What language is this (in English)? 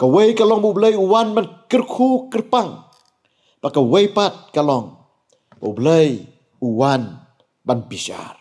Khasi